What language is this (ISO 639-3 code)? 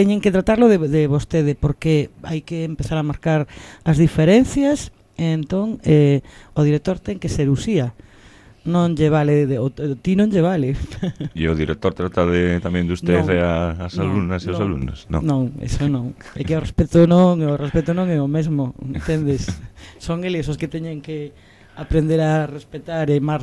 glg